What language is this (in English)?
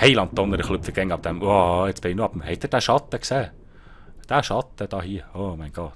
Swiss German